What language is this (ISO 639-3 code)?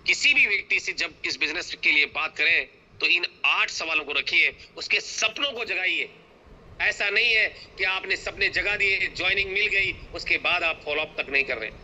hin